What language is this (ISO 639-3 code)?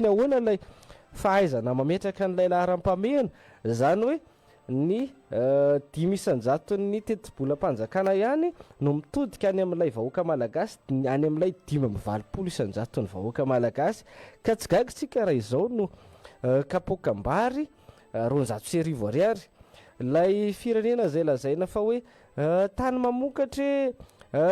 mlg